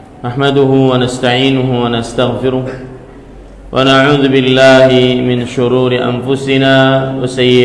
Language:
Indonesian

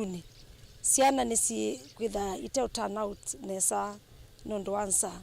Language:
Kamba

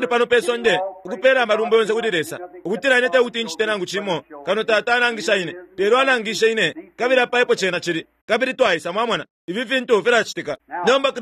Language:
Bemba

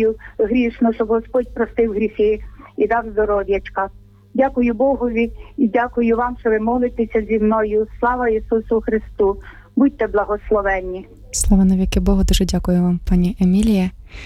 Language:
Ukrainian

